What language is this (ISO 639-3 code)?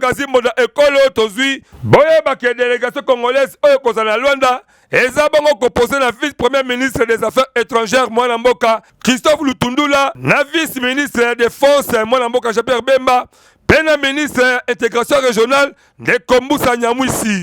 lin